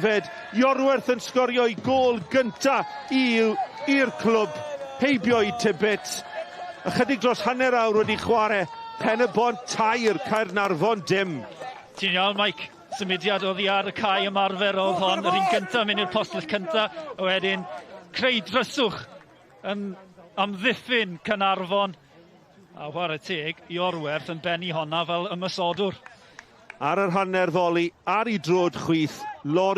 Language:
Welsh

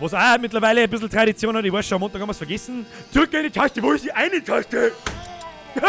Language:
Bavarian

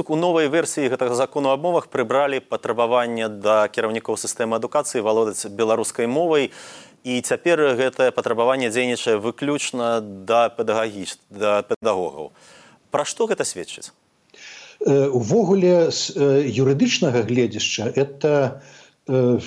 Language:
Belarusian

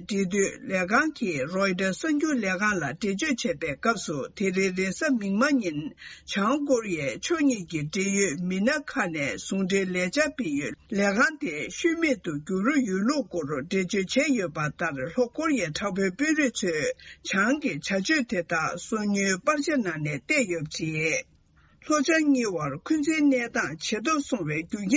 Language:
Tibetan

